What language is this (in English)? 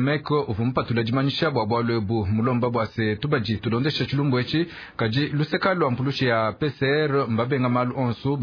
Luba-Lulua